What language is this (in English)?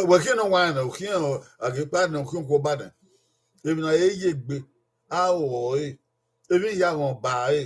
Bini